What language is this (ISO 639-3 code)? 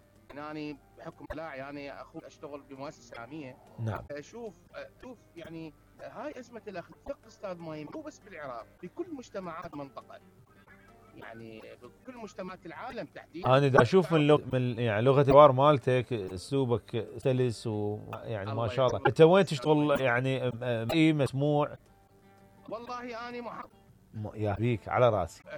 acm